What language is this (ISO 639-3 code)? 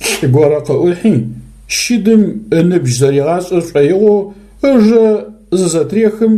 ady